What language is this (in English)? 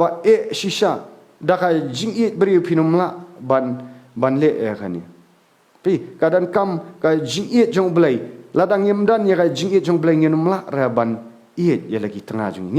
Khasi